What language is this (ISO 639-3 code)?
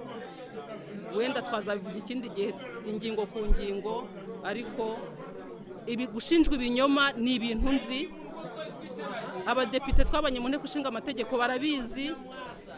kin